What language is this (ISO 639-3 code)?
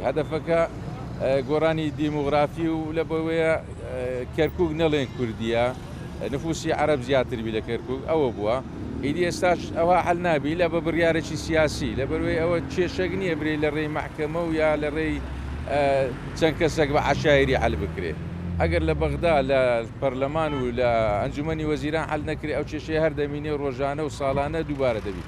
ckb